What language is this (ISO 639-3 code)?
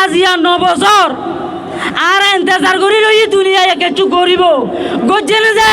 rhg